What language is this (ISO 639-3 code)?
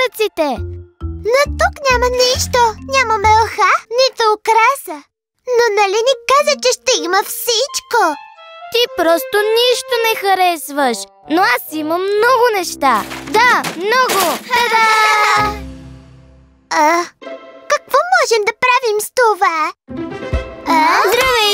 bul